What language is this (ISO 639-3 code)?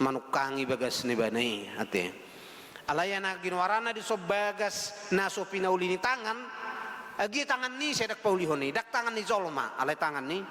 bbc